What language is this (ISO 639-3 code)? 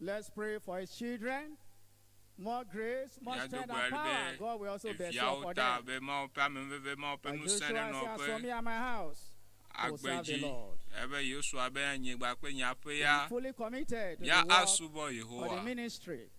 ewe